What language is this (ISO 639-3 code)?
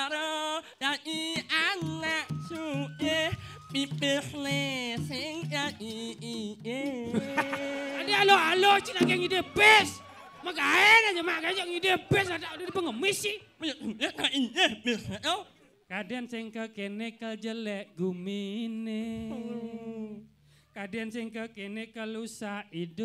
ban